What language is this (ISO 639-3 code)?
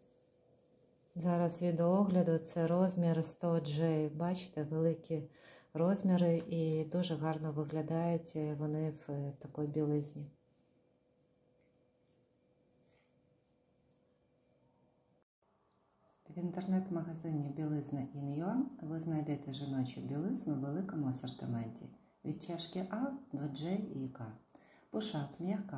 ukr